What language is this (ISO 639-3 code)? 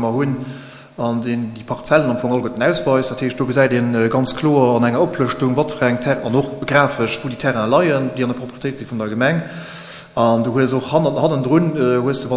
ltz